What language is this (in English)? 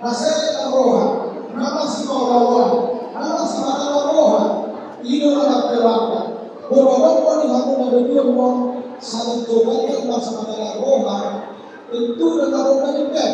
Batak Toba